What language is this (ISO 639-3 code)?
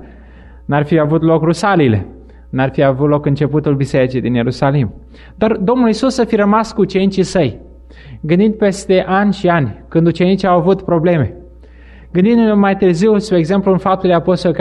ron